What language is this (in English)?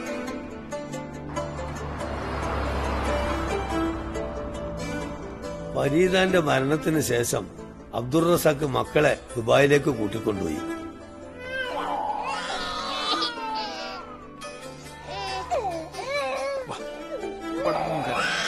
Malayalam